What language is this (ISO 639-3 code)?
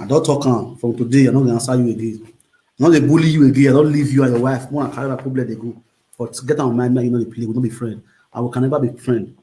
pcm